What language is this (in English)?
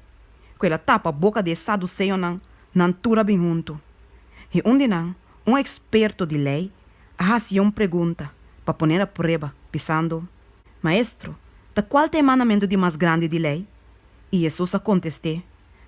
Papiamento